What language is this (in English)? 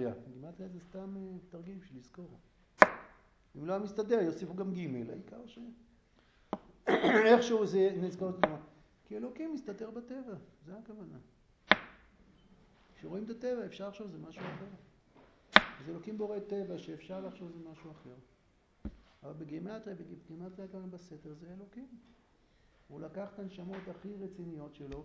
Hebrew